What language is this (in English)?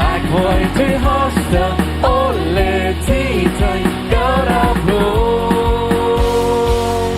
Plautdietsch